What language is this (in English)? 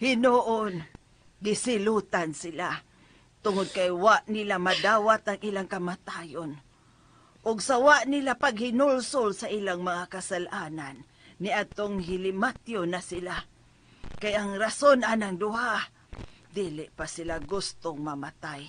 Cebuano